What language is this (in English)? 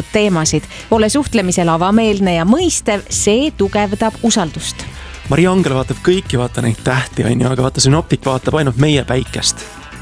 Estonian